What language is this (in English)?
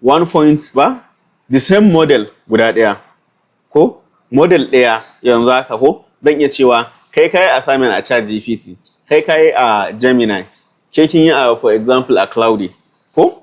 Hausa